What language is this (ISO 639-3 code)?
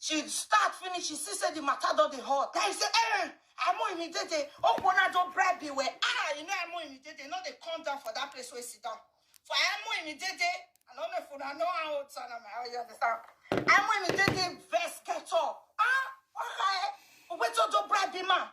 pcm